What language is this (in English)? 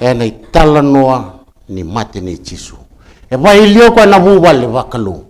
Fijian